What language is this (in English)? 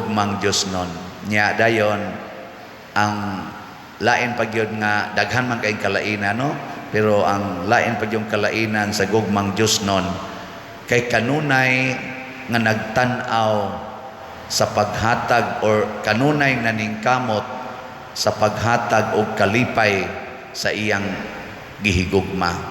Cebuano